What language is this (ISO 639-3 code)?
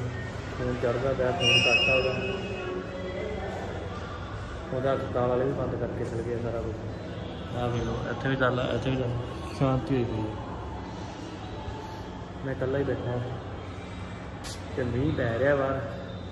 pan